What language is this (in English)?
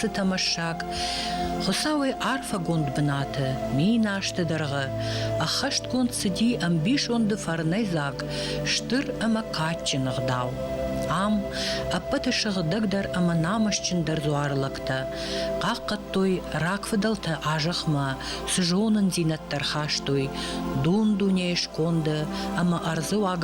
Ossetic